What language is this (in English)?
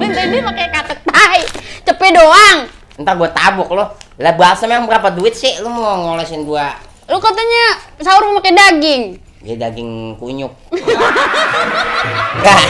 Betawi